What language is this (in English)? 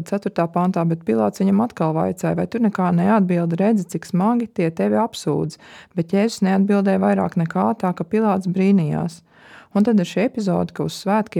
Latvian